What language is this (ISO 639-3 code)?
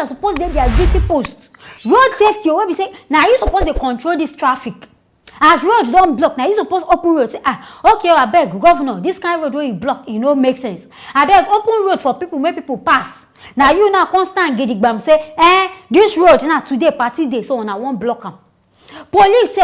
pcm